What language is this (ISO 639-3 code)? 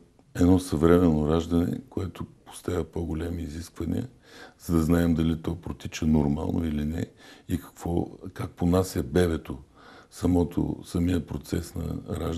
bul